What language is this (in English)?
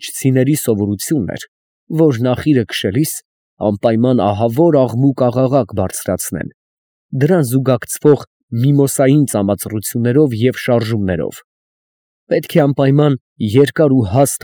Armenian